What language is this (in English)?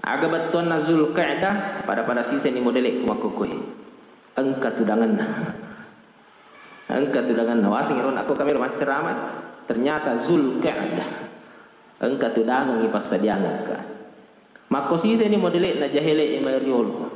Buginese